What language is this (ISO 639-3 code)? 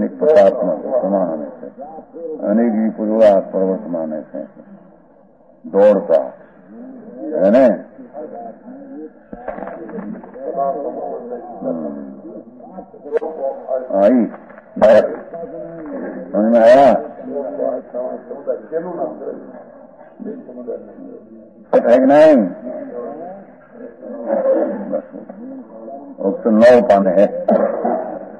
hin